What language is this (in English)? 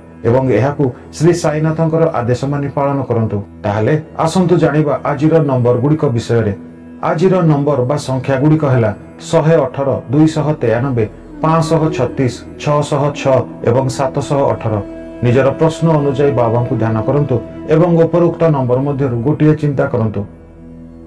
Odia